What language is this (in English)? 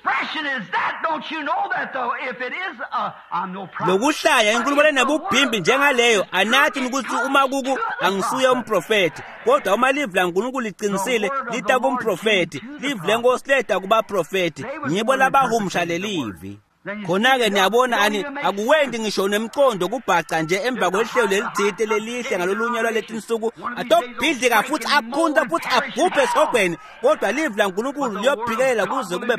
Swati